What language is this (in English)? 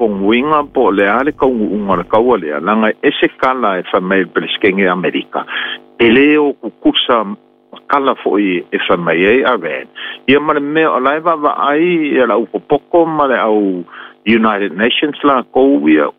Samoan